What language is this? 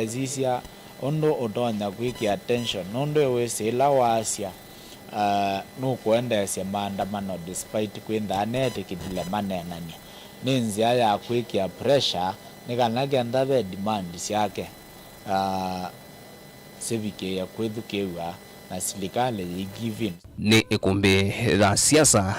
Kamba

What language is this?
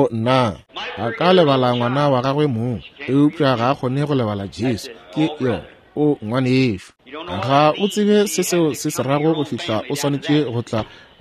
Northern Sotho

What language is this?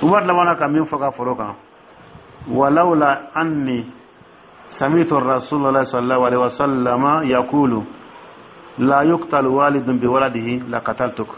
Dyula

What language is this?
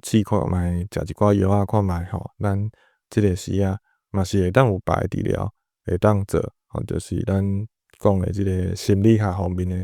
Min Nan Chinese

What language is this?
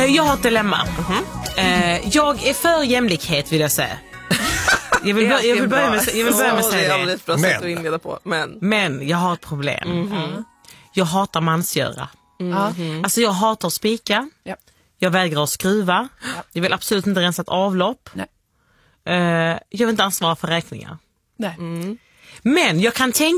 Swedish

